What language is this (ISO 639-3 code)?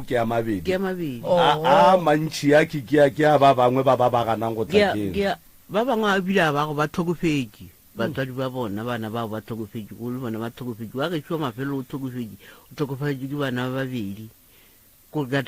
nso